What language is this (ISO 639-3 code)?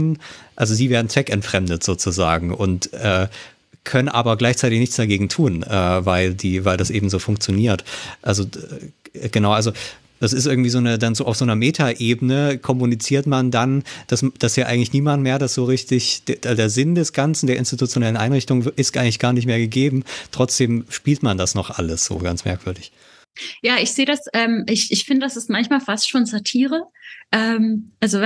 deu